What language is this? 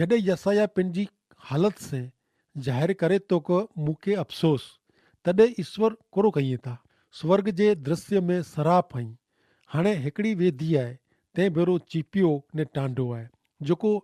Kachhi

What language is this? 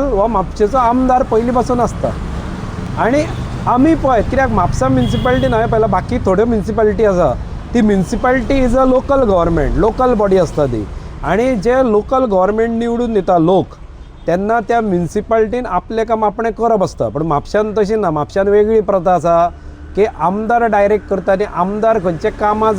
Konkani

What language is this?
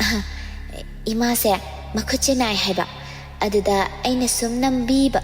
Manipuri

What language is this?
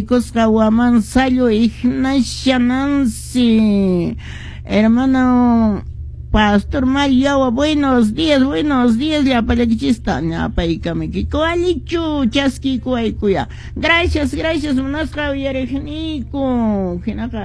Quechua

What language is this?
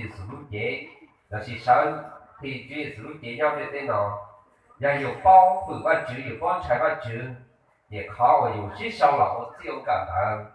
Hmong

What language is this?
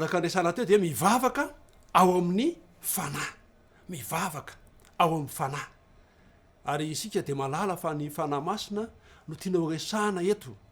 Malagasy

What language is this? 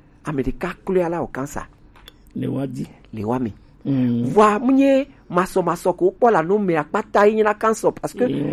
Gen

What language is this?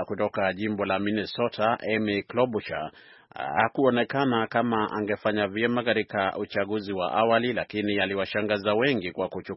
Swahili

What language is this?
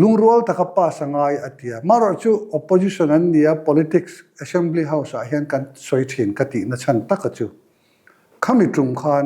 Mizo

